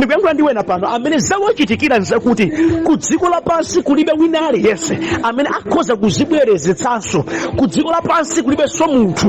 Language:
Nyanja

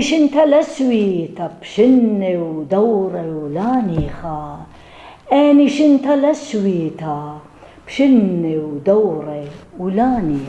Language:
Assyrian Neo-Aramaic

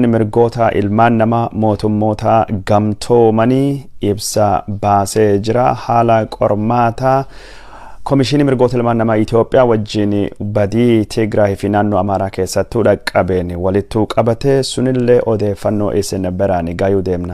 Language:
Oromo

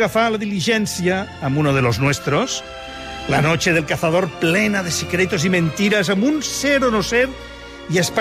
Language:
Catalan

